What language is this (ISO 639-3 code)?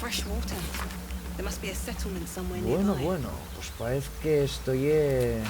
ast